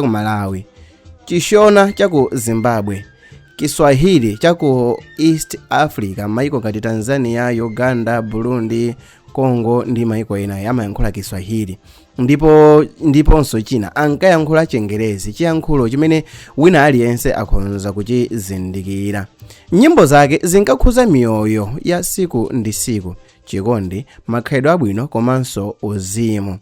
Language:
Nyanja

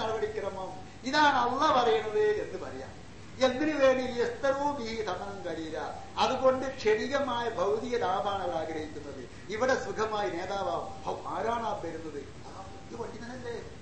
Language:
Malayalam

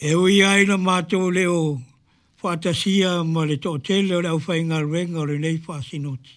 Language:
Samoan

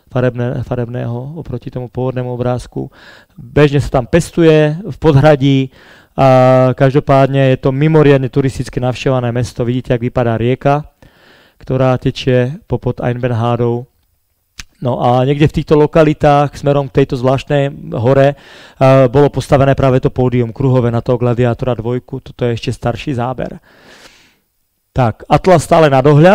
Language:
Slovak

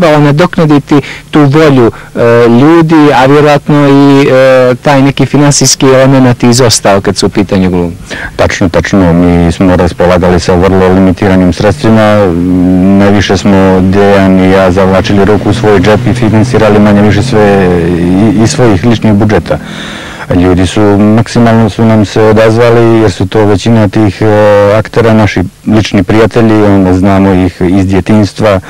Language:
Serbian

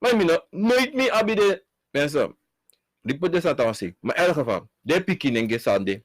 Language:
Sranan Tongo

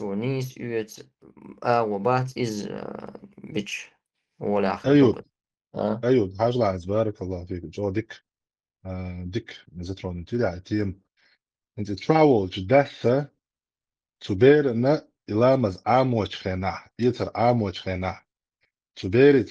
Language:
Chechen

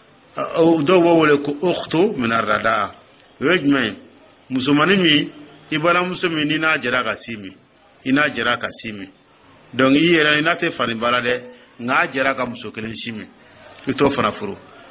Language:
Dyula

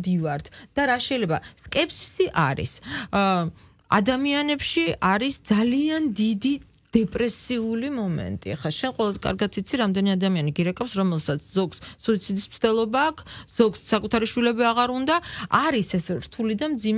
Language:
Georgian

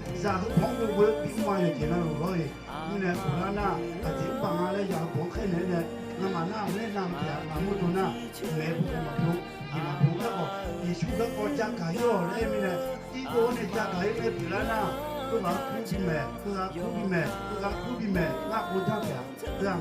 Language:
Akha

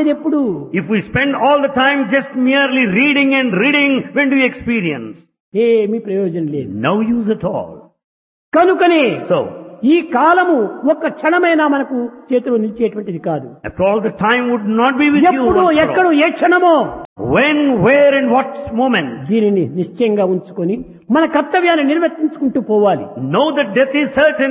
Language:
Telugu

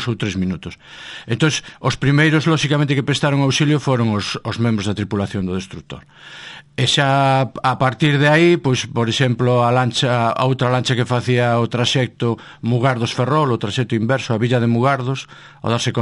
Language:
Galician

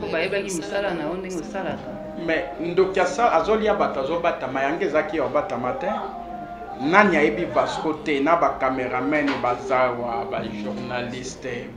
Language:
Lingala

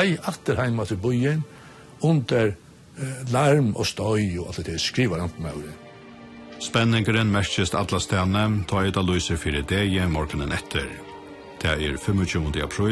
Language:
Faroese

